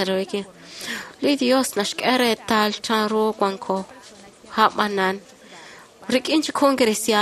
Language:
Kekchí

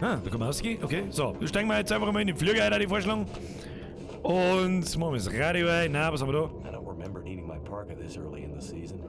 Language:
Bavarian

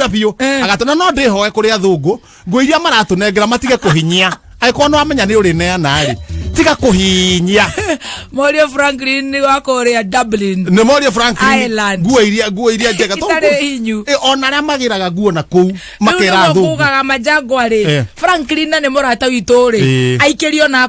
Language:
Kikuyu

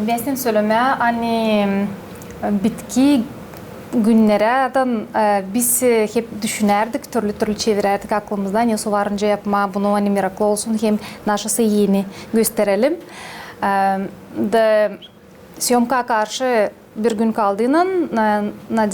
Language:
Gagauz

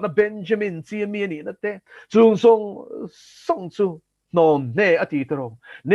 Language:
Mizo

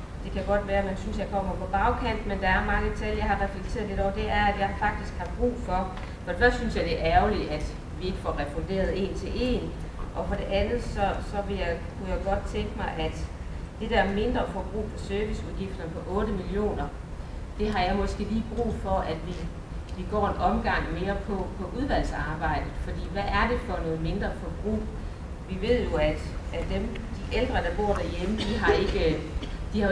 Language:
Danish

